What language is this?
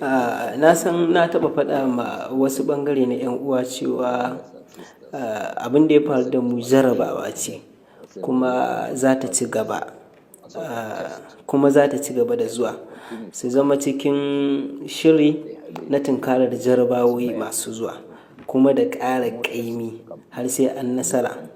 Hausa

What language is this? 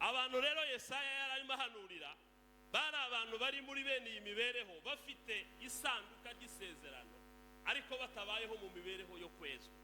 Kinyarwanda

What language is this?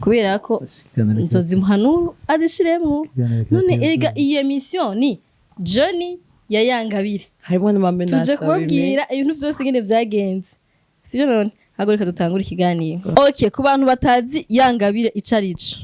Rundi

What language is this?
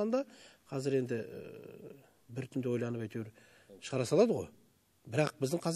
Kazakh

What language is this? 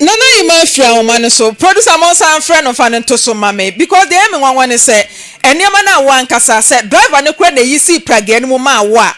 Akan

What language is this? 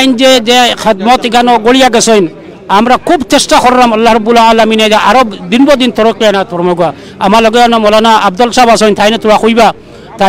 Sylheti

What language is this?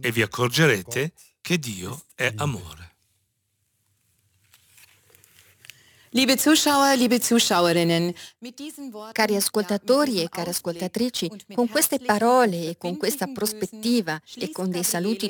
Italian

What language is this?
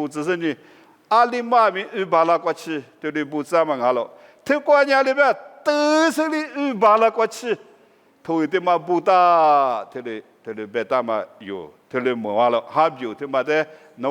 Lisu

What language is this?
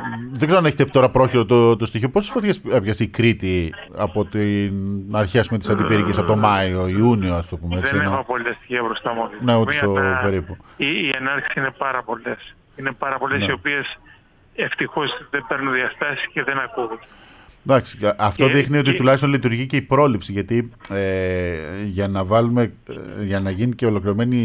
Greek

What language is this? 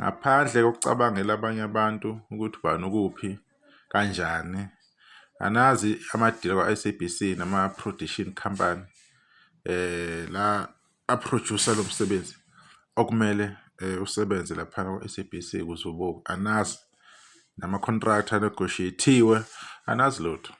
Zulu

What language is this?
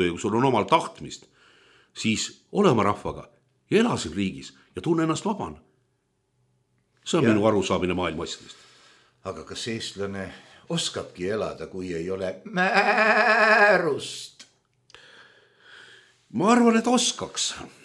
Estonian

